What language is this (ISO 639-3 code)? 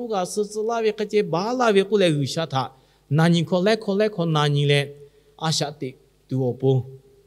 lhu